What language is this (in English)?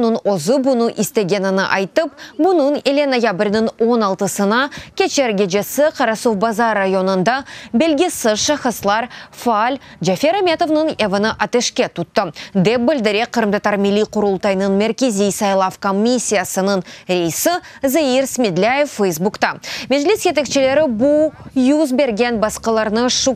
Crimean Tatar